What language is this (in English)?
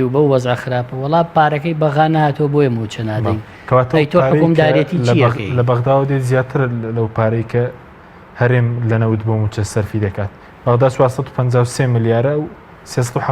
Central Kurdish